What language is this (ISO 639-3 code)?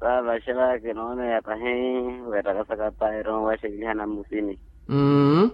vmw